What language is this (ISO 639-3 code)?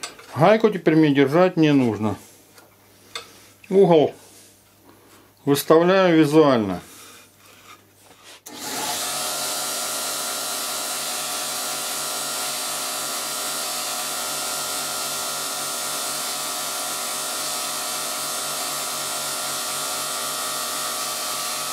rus